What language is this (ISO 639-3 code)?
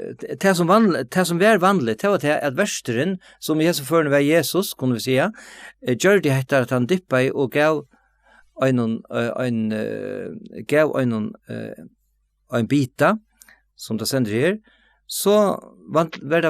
fao